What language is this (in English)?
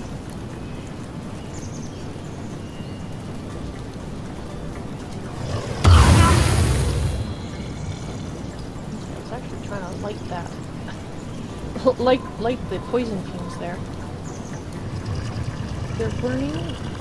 English